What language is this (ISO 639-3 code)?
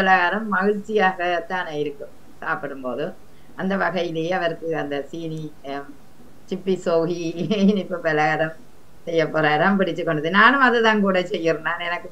tam